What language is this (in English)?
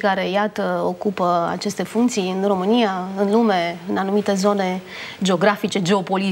Romanian